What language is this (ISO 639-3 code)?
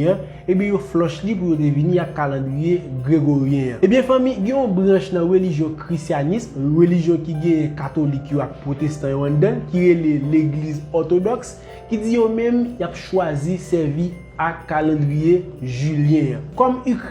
hat